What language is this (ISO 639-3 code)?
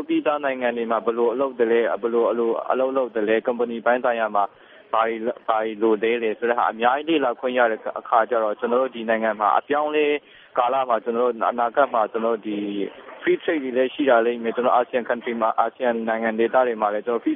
mya